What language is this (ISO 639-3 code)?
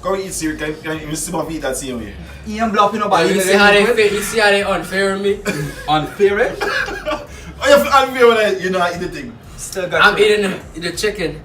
jam